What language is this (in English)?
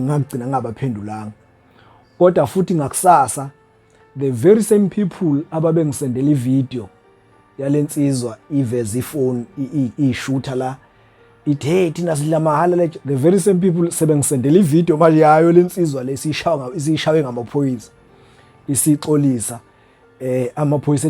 Zulu